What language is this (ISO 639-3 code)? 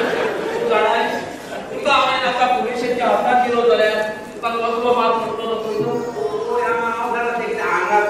kok